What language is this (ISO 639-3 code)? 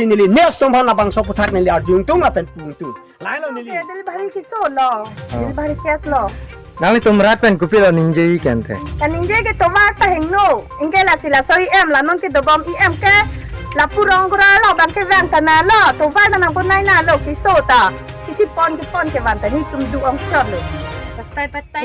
mjw